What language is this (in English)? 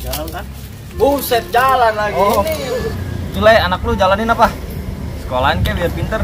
Betawi